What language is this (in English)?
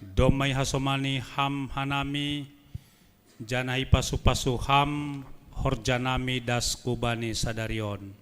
Batak Simalungun